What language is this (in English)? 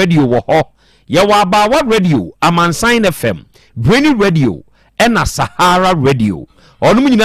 Akan